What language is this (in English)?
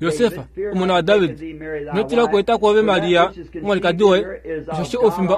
Kuanyama